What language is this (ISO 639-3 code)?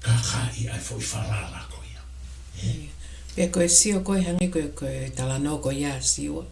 ton